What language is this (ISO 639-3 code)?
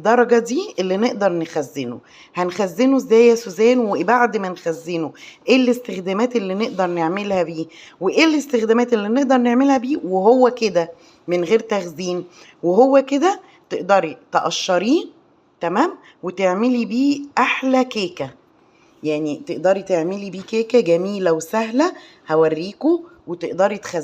arz